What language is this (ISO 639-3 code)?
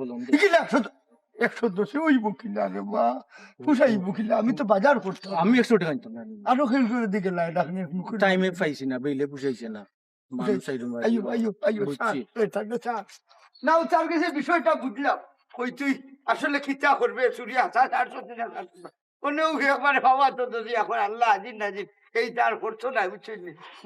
syl